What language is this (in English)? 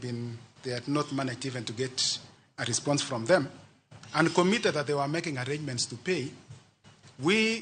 Luo (Kenya and Tanzania)